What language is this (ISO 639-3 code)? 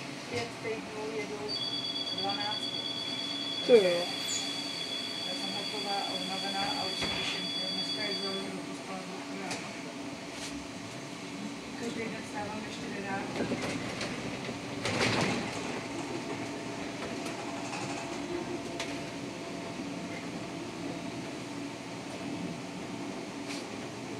ces